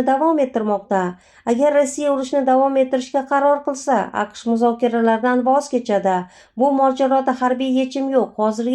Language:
Uzbek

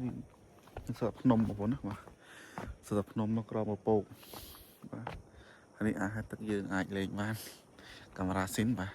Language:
Khmer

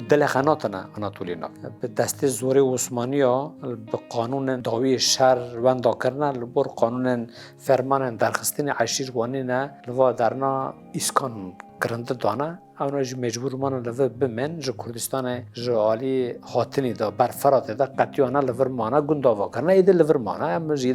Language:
Kurdish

